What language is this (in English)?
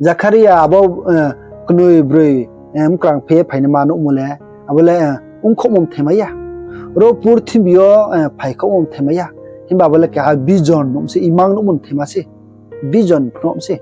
Riang (India)